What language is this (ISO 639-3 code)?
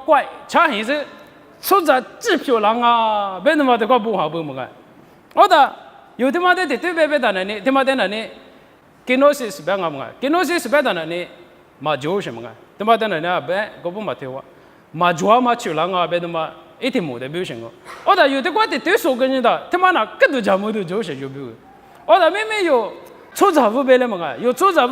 lis